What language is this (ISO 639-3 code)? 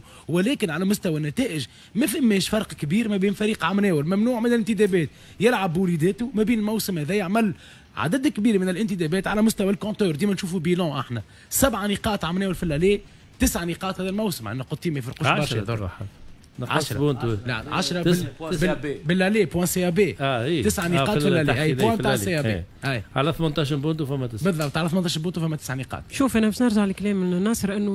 aeb